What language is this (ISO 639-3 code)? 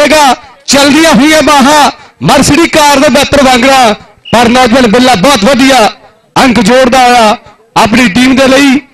pan